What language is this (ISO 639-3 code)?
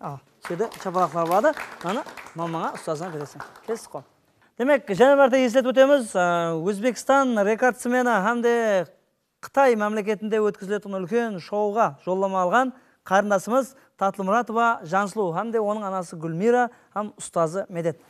kaa